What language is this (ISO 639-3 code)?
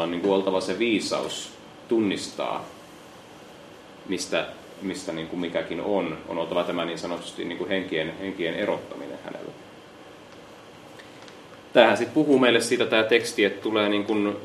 fin